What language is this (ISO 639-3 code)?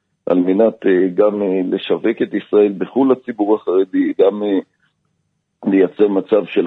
heb